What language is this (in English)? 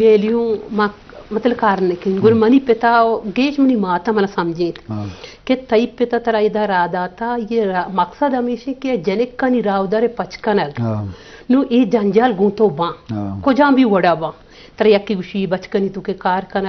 Eastern Balochi